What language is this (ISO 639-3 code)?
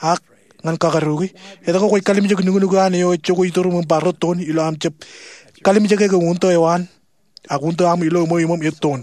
mah